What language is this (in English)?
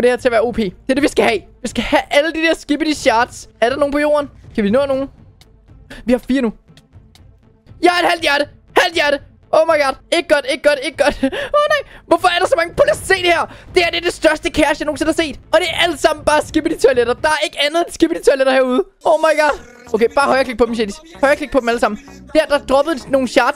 Danish